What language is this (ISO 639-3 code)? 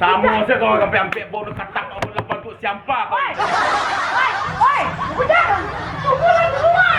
min